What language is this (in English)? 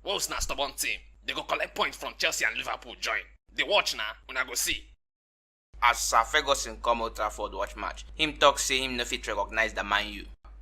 Nigerian Pidgin